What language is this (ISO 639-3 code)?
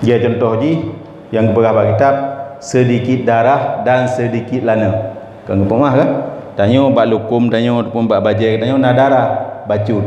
ace